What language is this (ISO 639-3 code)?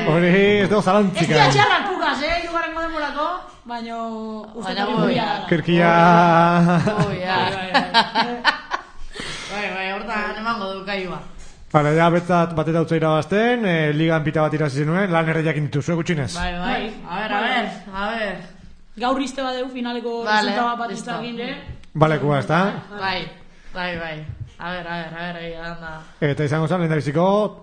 eus